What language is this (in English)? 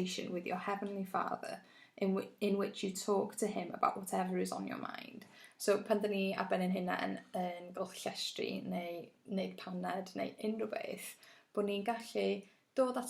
Welsh